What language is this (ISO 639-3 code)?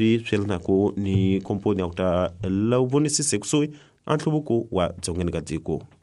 tso